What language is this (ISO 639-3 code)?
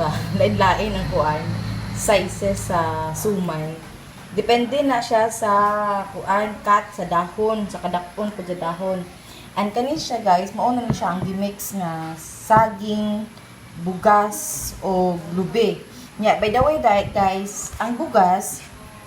ceb